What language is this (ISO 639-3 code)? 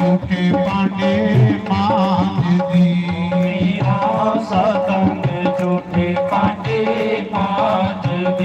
doi